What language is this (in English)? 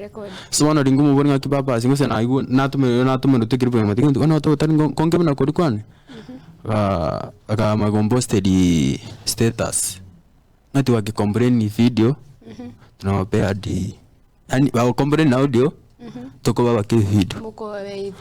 Gusii